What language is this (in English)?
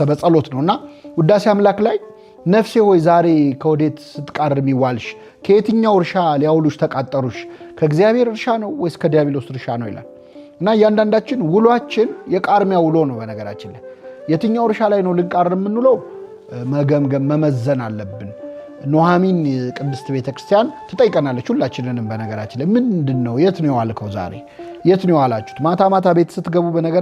Amharic